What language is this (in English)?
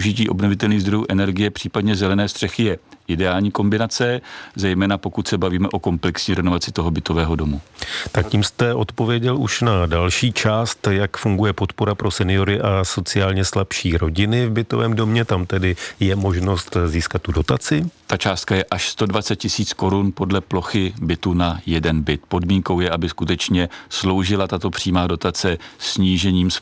Czech